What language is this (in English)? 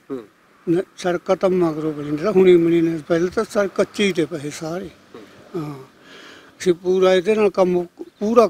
Punjabi